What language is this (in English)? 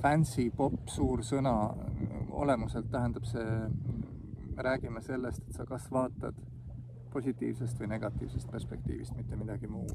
Estonian